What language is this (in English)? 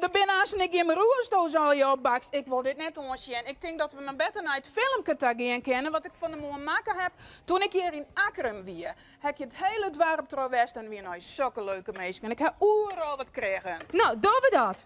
Western Frisian